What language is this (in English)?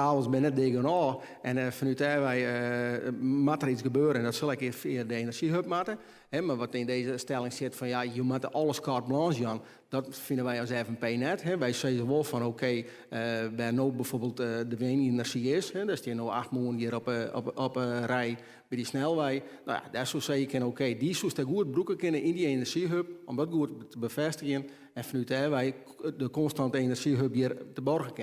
Western Frisian